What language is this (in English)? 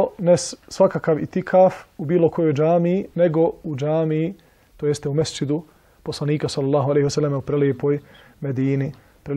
Bosnian